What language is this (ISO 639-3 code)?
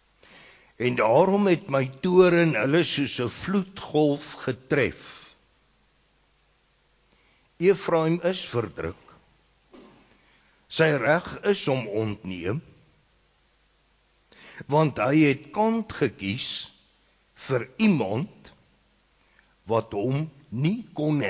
afr